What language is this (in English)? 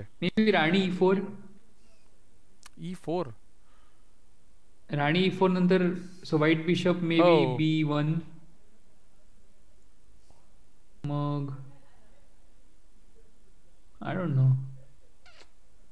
Marathi